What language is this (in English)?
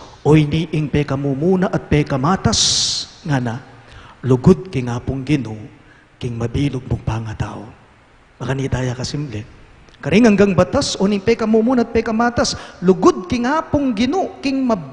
Pampanga